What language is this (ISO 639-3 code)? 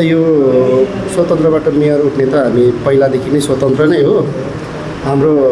nep